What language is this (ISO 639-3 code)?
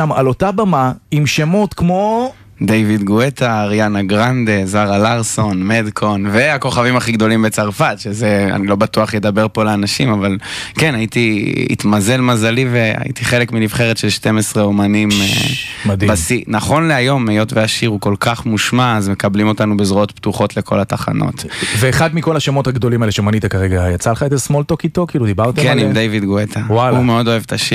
heb